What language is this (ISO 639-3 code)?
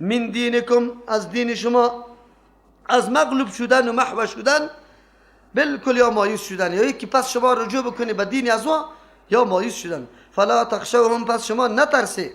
fas